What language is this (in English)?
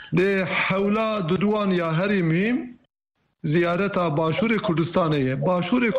Kurdish